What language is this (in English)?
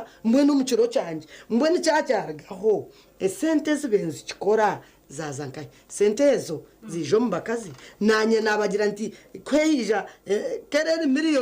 Nyankole